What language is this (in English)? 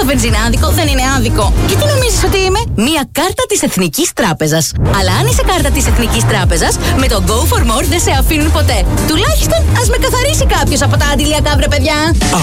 Greek